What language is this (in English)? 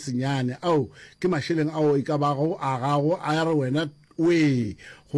Northern Sotho